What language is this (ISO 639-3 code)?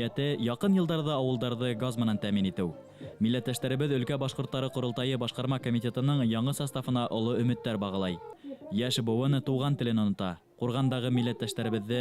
bak